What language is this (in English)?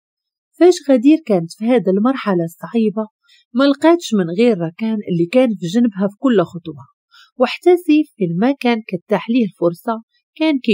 Moroccan Arabic